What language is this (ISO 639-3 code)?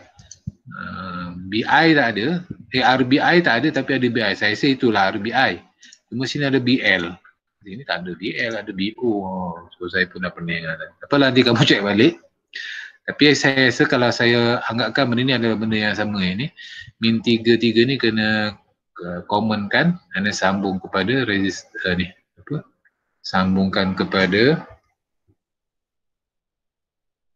msa